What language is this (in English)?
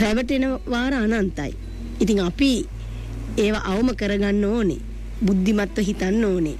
Sinhala